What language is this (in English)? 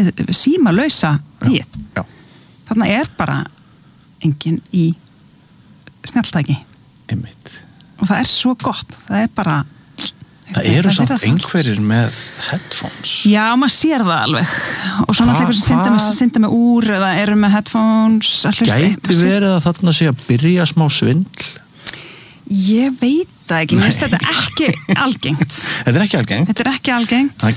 Icelandic